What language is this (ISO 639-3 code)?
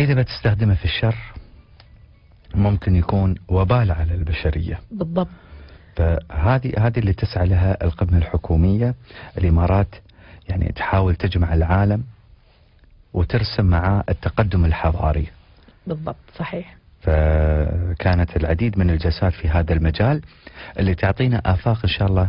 ara